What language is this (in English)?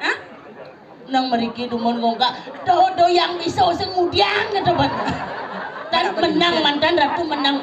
Balinese